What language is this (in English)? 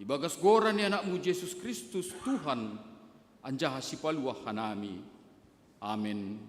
Batak Simalungun